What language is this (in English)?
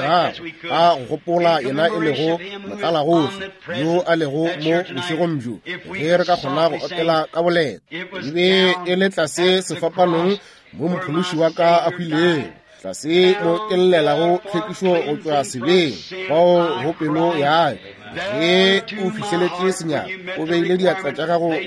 Northern Sotho